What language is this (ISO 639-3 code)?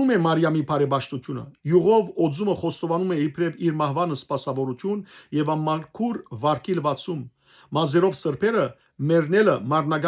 hyw